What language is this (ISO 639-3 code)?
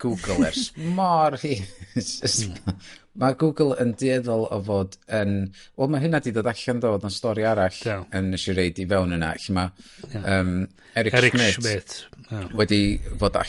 cym